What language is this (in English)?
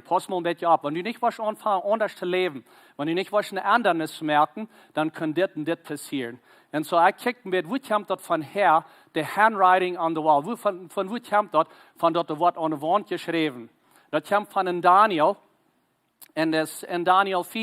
Plautdietsch